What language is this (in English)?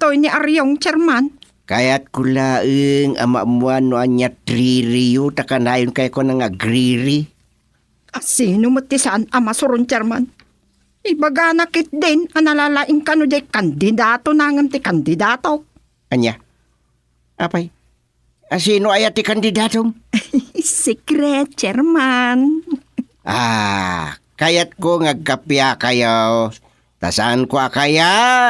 Iloko